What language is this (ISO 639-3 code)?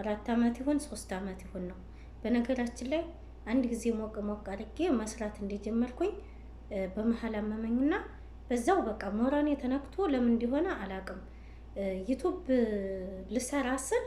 amh